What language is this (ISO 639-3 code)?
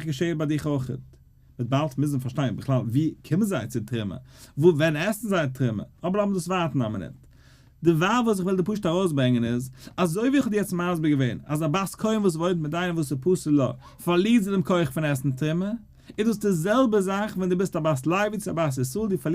yid